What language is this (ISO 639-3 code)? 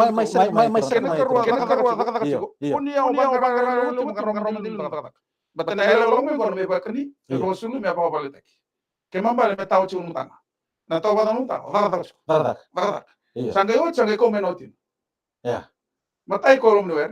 fij